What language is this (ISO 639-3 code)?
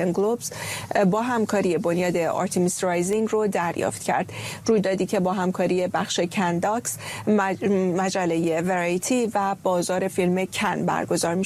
fas